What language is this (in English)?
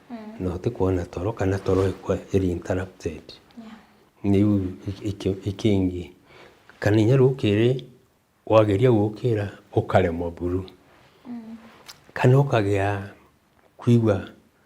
Meru